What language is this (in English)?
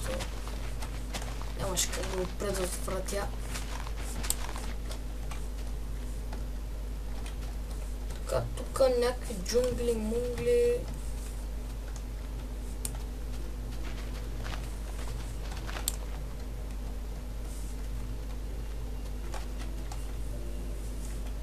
Bulgarian